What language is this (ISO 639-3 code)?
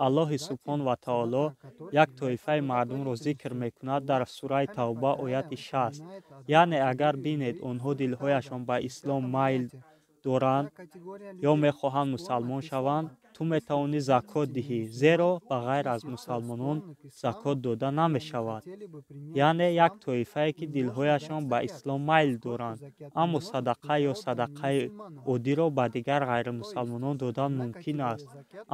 tgk